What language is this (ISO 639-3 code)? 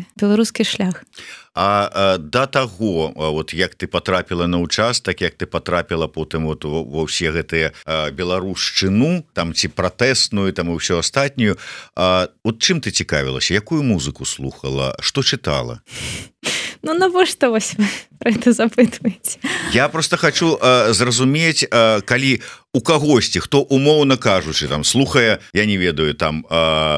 bel